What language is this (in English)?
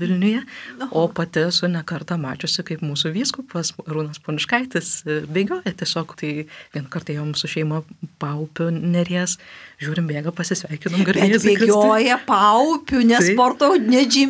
Lithuanian